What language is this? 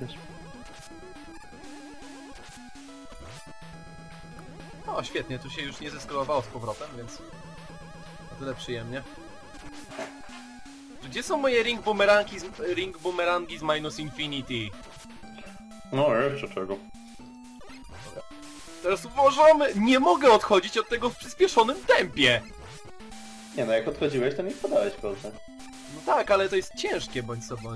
Polish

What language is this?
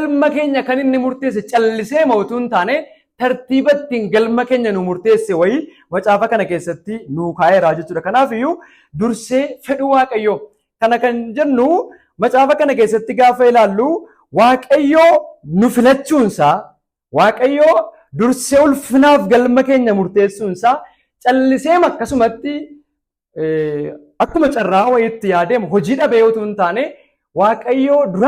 Oromo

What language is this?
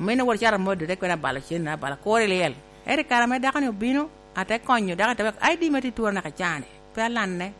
Lango (Uganda)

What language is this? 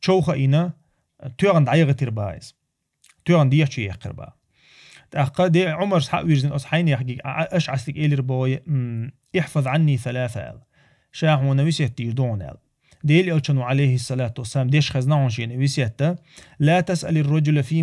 Chechen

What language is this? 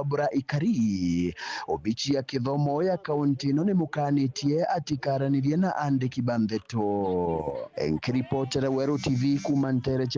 Meru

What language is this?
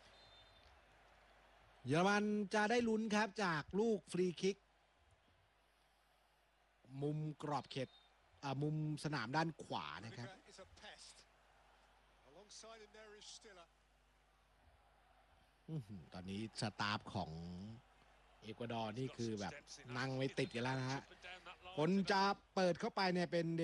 Thai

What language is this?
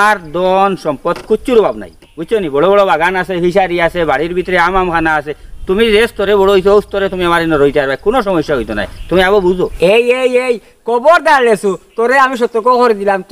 Sylheti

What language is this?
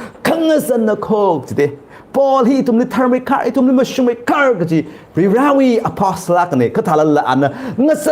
Tangkhul Naga (India)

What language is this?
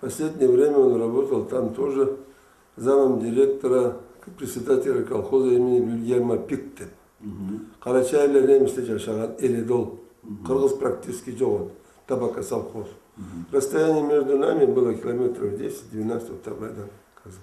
Karachay-Balkar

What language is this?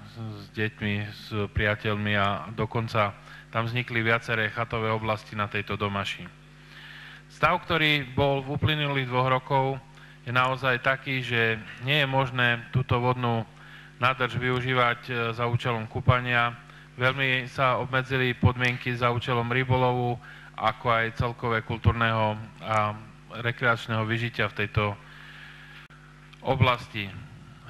Slovak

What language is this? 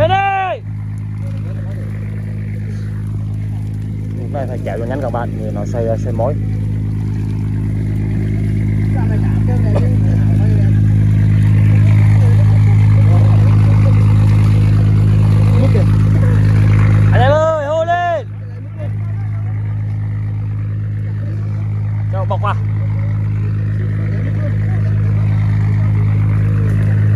Vietnamese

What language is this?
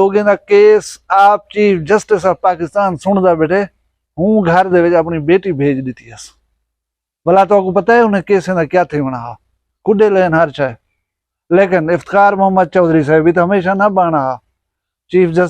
Saraiki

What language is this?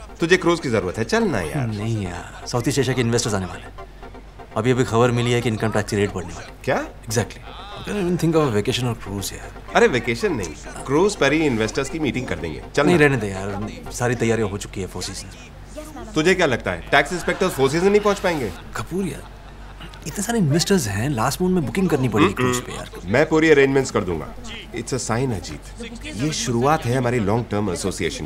Hindi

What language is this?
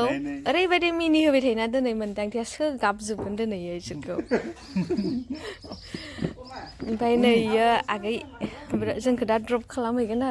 Bodo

